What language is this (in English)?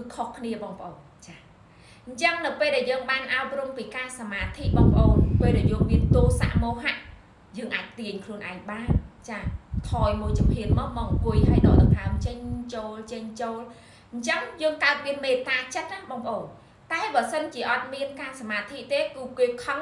Khmer